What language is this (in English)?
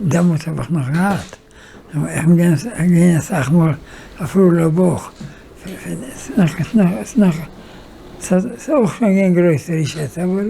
Yiddish